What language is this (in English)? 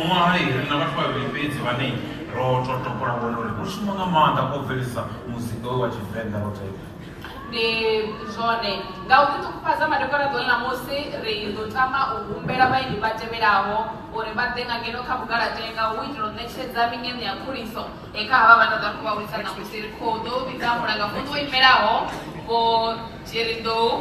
Venda